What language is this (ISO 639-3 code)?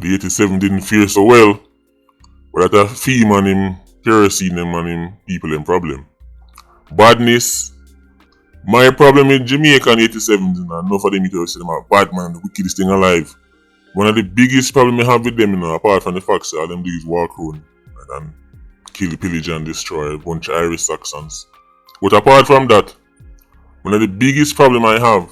jam